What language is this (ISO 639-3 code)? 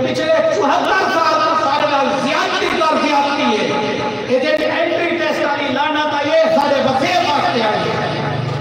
skr